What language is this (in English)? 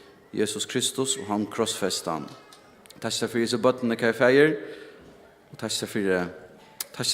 Faroese